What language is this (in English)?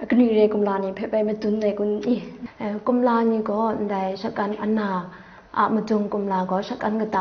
Kachin